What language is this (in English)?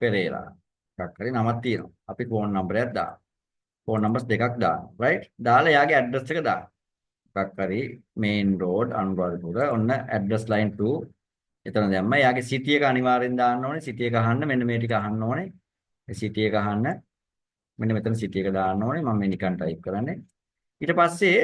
Sinhala